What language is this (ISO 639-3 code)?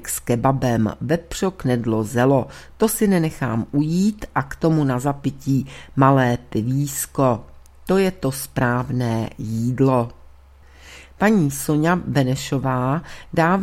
ces